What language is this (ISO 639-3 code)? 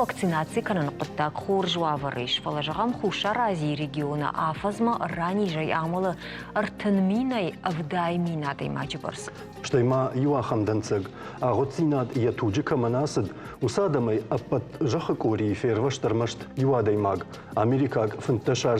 oss